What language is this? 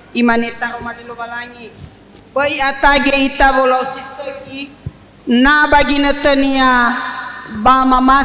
Nias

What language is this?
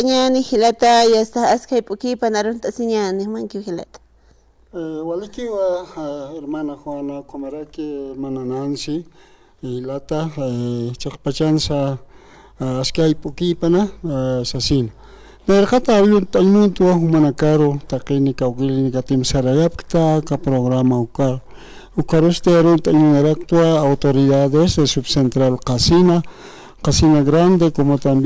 Aymara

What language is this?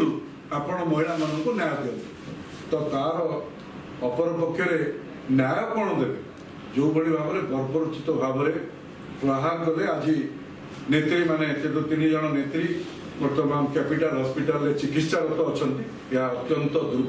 Odia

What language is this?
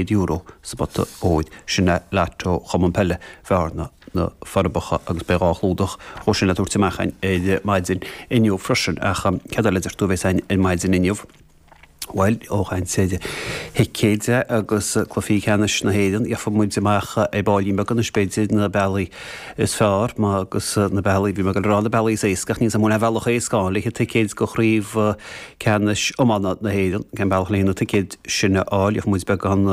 Irish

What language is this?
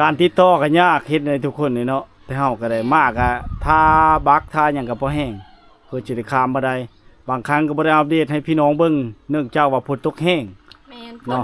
Lao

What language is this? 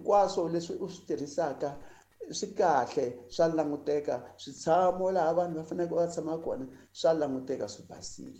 Tsonga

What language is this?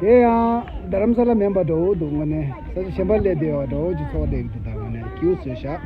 Tibetan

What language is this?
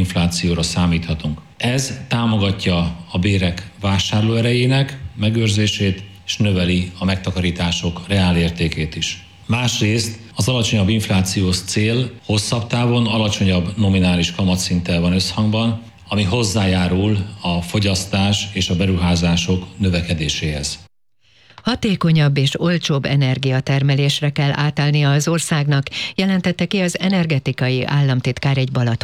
Hungarian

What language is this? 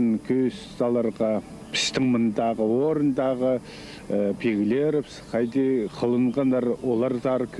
Khakas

